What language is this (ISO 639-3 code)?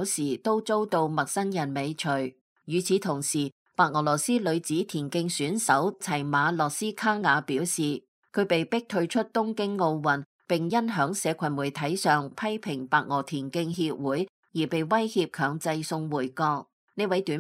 yue